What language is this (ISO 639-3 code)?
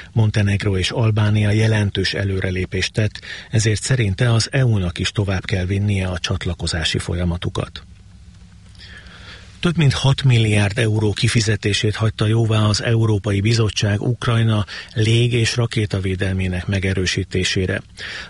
hun